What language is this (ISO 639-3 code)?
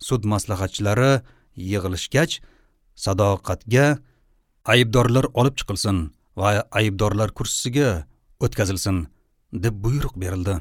uzb